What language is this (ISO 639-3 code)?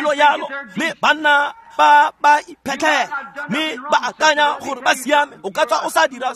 tsn